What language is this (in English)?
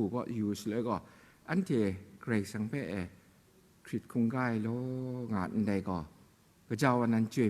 Kachin